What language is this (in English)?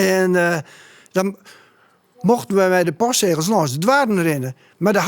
Western Frisian